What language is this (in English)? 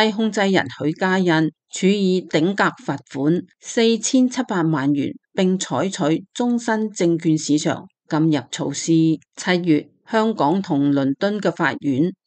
Cantonese